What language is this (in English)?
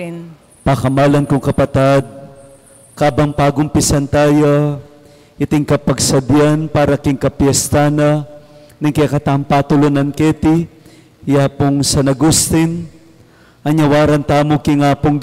Pampanga